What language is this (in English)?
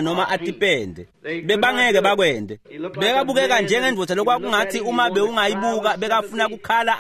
Swati